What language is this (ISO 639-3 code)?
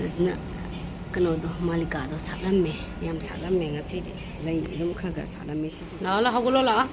mni